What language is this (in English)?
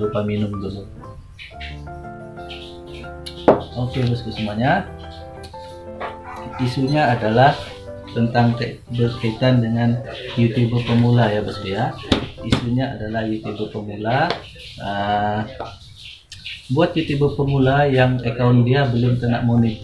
Indonesian